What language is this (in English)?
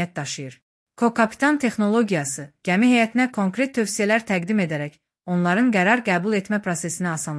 Azerbaijani